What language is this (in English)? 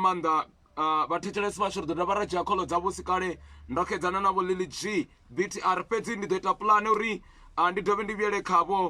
Venda